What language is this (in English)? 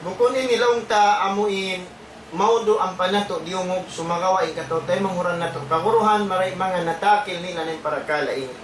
Tausug